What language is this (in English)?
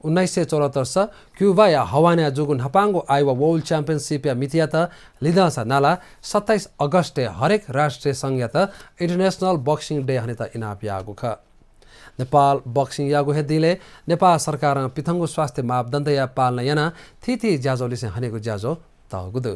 Newari